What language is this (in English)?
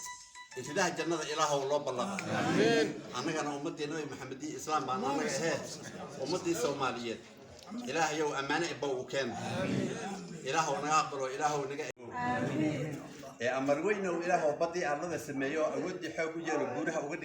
Somali